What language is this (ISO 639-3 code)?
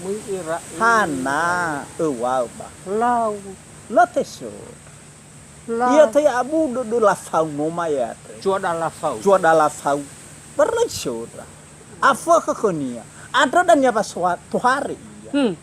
nia